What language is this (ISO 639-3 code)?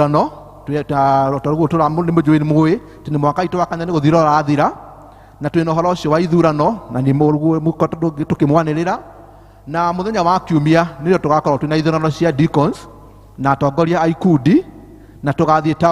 kik